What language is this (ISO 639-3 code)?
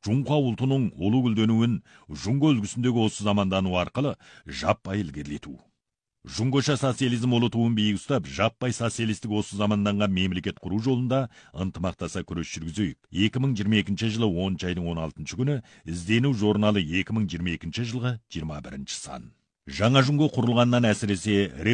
kaz